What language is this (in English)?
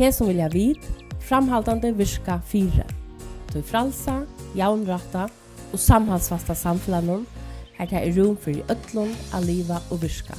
Faroese